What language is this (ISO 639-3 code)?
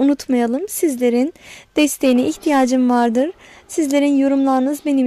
tur